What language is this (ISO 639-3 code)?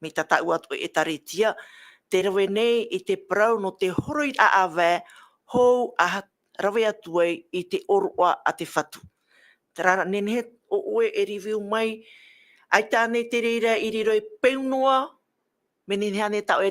tah